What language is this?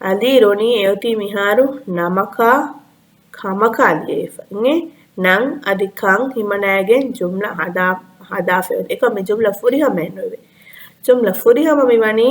Divehi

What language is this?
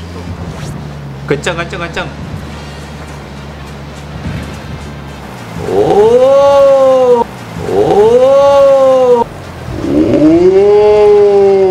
Indonesian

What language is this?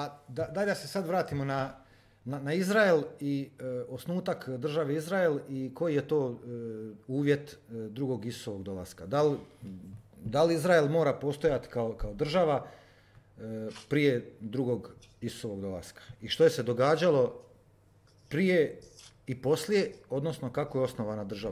Croatian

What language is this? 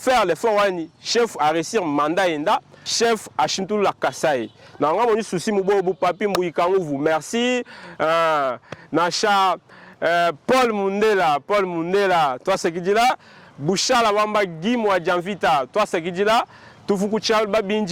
Luba-Lulua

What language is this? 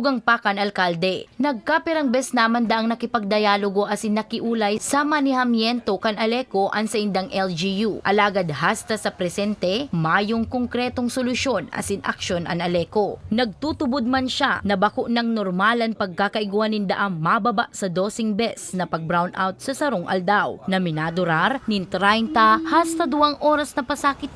Bikol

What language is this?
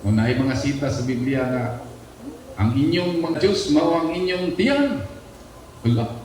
Cebuano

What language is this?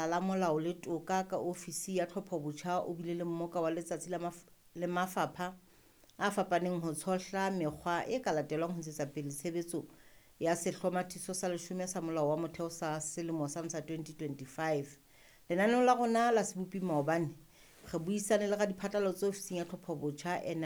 Southern Sotho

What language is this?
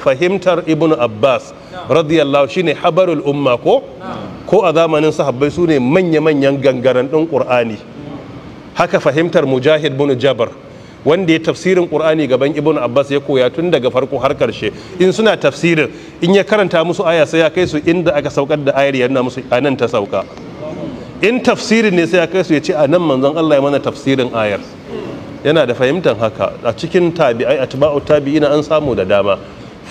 Hausa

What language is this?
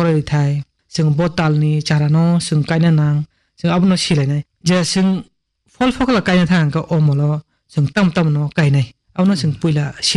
Kok Borok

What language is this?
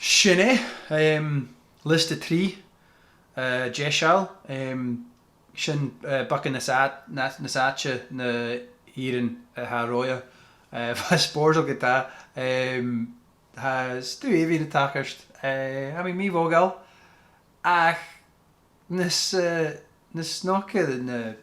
Scottish Gaelic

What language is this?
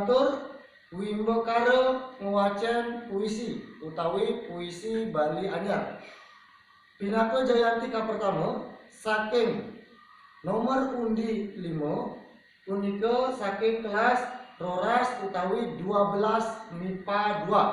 Balinese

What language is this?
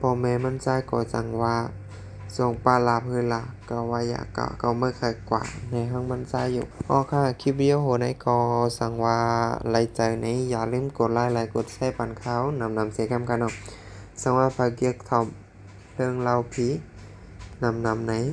Shan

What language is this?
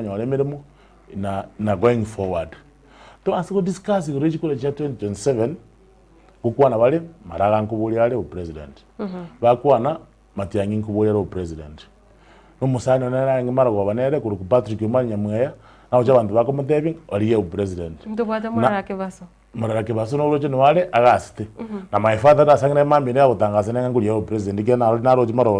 Gusii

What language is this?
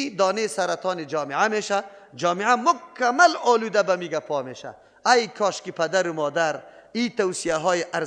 Persian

